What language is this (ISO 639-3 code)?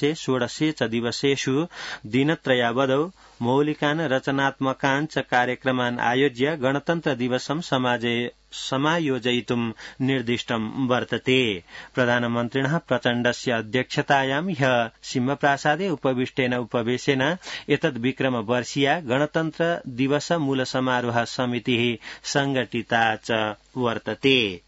san